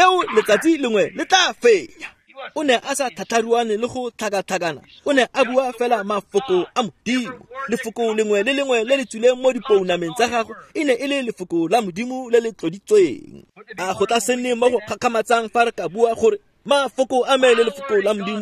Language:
Tswana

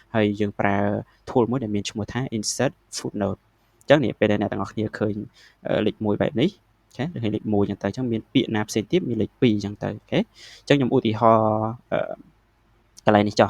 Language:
Khmer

